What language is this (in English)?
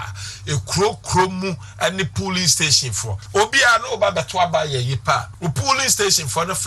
Akan